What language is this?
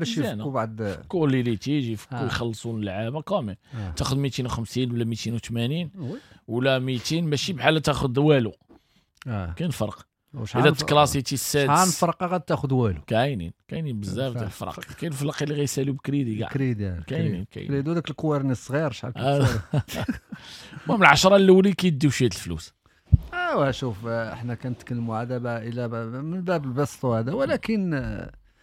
Moroccan Arabic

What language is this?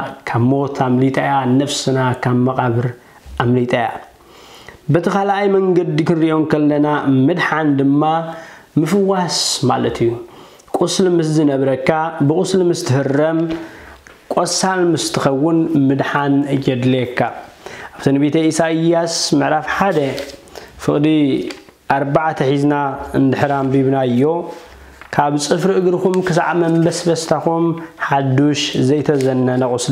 Tigrinya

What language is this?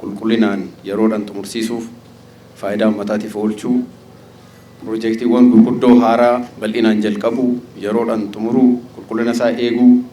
Oromo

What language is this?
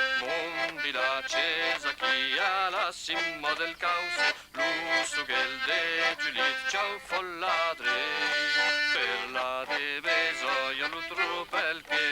Occitan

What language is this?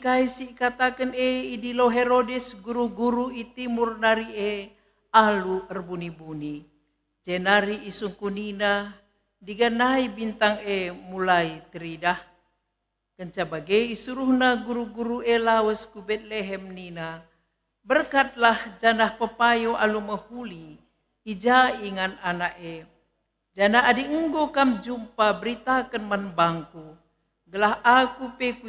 Batak Karo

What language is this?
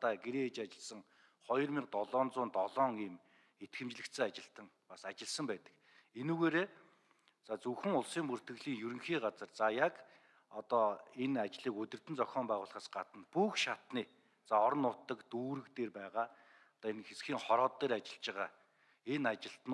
Mongolian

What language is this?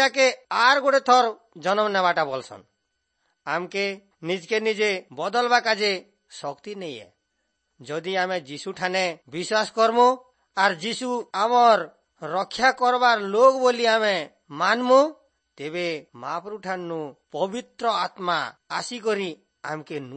Odia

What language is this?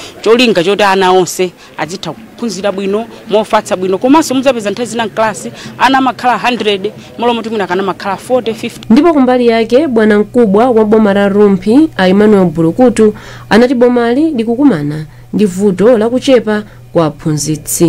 Nyanja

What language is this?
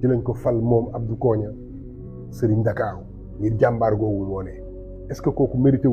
Wolof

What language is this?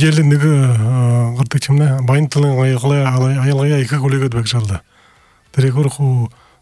Buriat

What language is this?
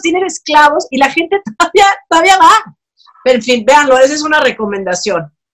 Spanish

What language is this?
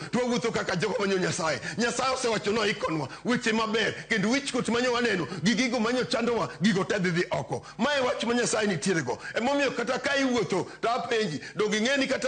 Luo (Kenya and Tanzania)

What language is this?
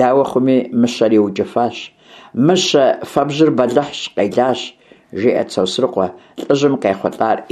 Kabardian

